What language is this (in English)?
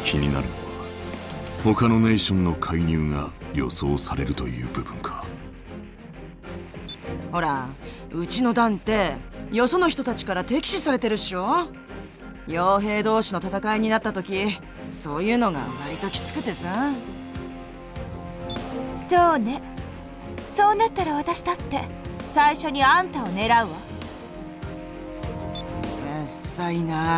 Japanese